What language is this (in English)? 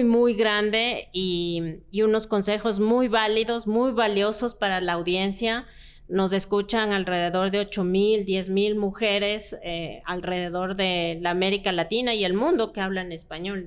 Spanish